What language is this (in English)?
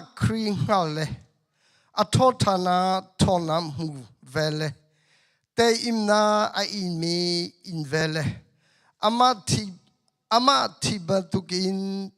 Hakha Chin